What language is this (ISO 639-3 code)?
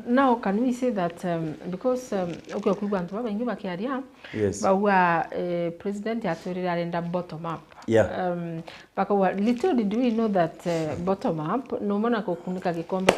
mer